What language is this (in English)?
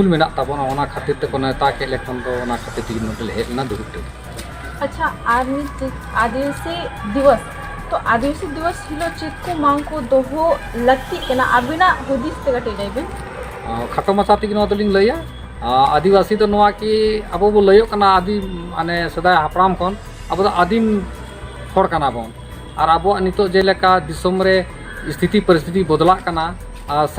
Santali